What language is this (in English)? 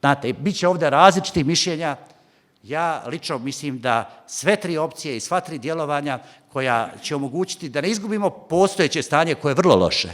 Bosnian